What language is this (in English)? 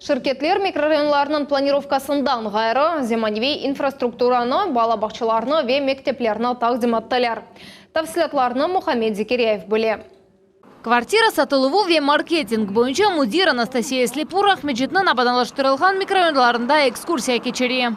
Crimean Tatar